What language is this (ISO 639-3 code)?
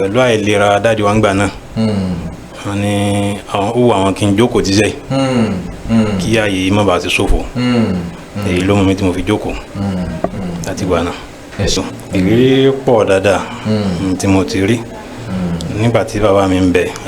yor